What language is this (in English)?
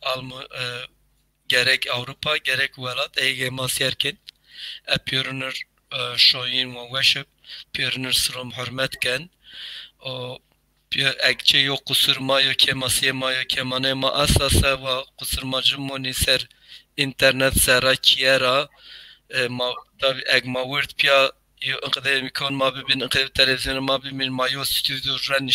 Zaza